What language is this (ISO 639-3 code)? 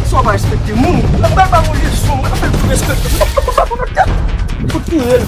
hat